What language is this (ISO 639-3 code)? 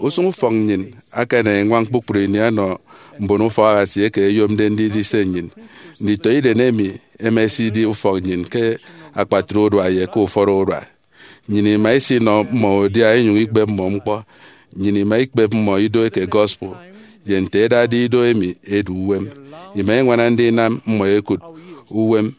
efi